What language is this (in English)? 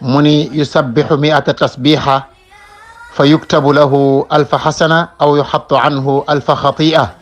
Wolof